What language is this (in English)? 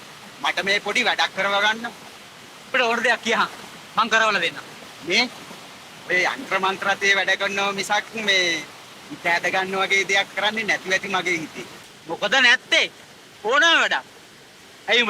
Sinhala